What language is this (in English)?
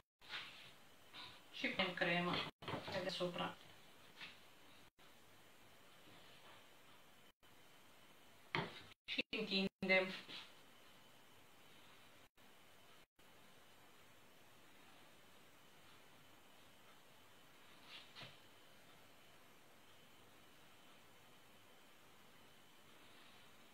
Romanian